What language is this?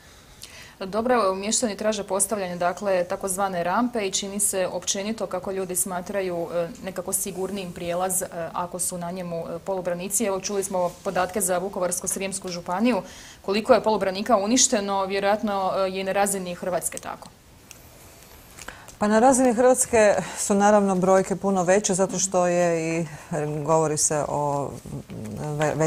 Croatian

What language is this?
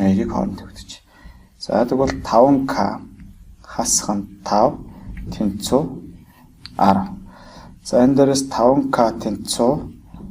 Mongolian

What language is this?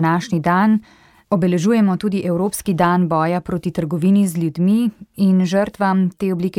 Slovenian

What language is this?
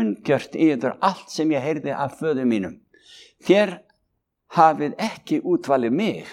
Icelandic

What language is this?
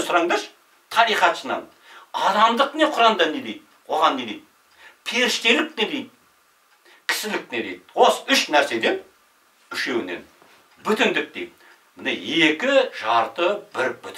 Kazakh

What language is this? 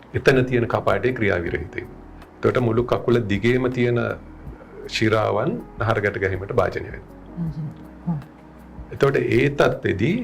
Sinhala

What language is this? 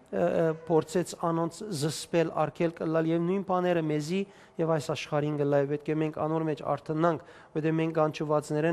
Western Armenian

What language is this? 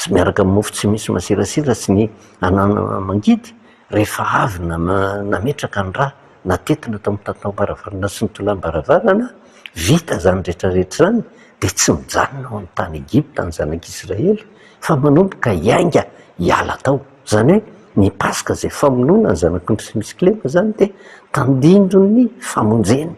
Malagasy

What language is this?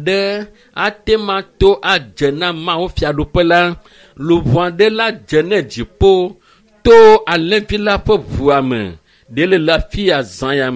Ewe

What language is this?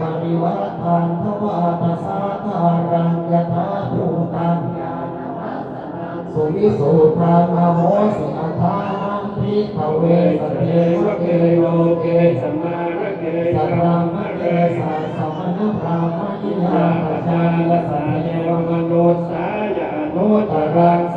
Pali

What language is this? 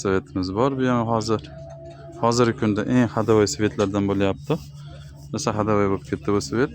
Uzbek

